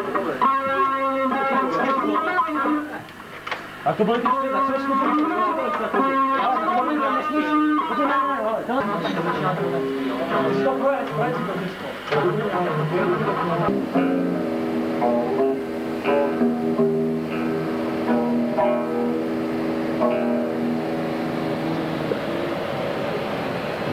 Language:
Czech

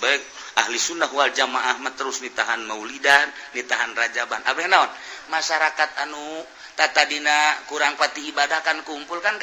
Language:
Sundanese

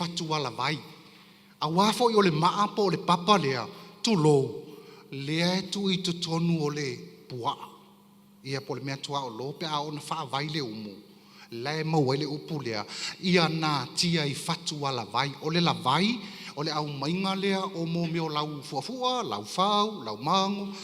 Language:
Samoan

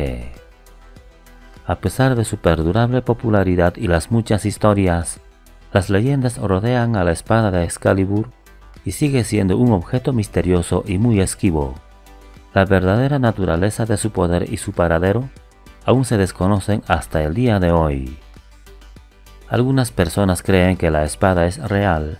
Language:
Spanish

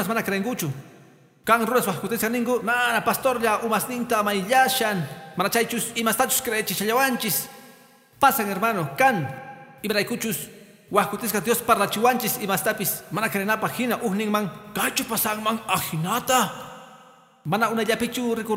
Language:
Quechua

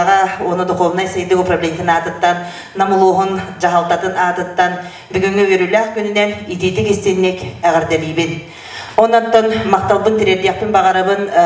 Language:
Yakut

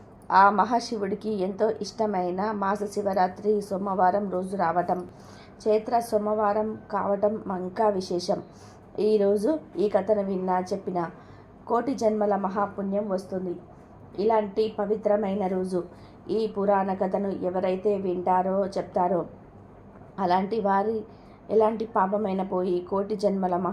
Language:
Telugu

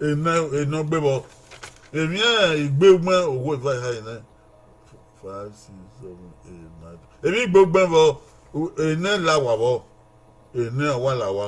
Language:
Bini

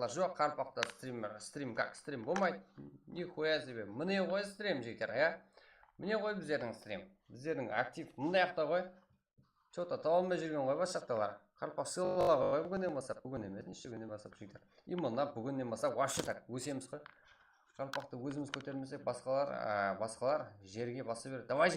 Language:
Kara-Kalpak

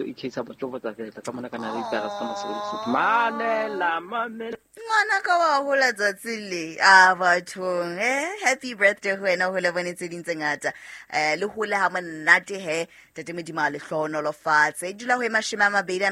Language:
Southern Sotho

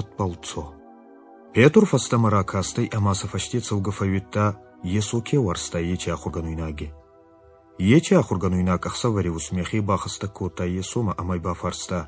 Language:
Ossetic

